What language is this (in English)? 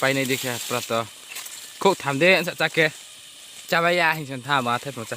Riang (India)